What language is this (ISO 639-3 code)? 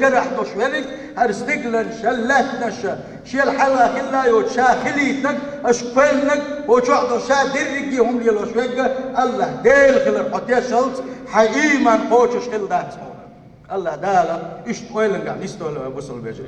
che